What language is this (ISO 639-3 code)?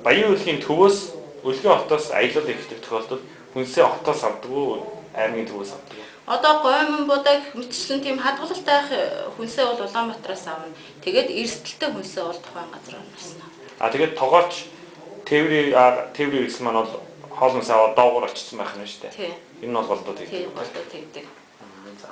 mon